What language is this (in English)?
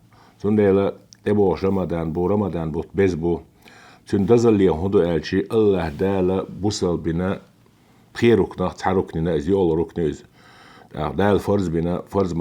Chechen